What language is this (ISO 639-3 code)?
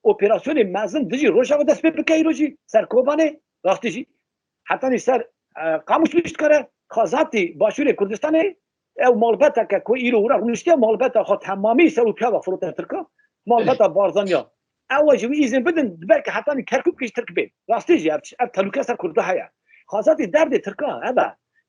kur